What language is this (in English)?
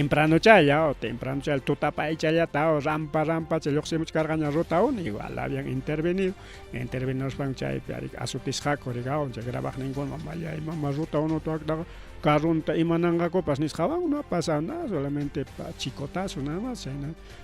Ayacucho Quechua